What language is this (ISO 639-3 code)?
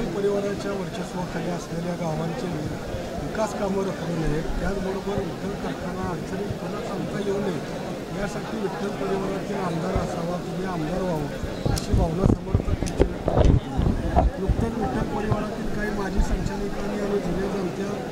mar